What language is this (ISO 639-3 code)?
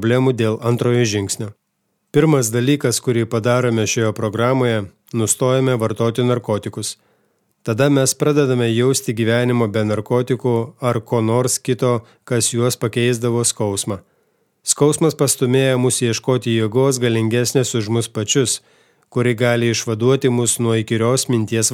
lit